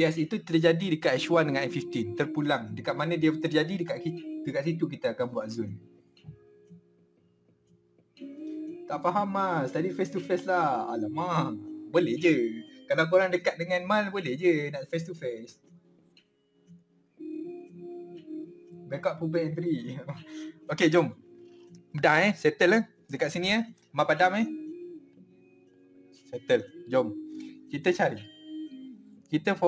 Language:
Malay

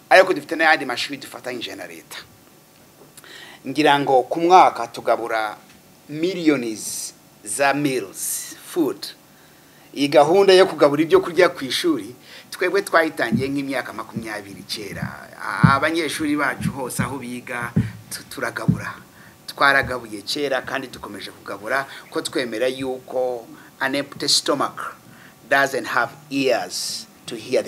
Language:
Kinyarwanda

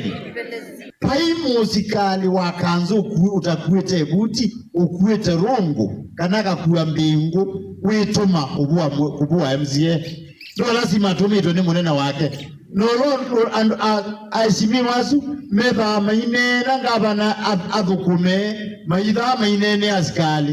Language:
Kamba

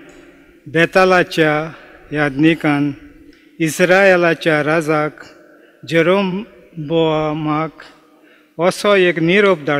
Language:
Konkani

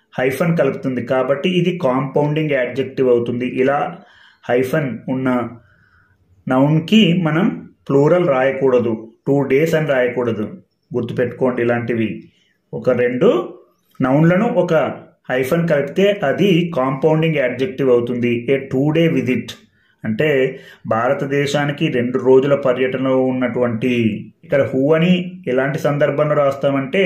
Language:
Telugu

